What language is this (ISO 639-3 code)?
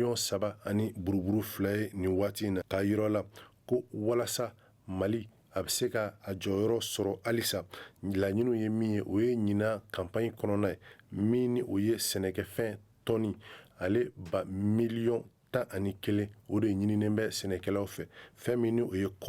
bam